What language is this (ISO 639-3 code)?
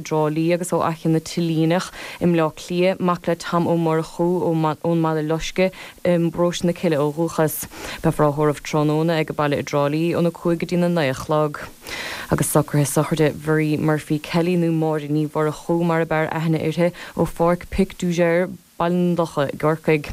gle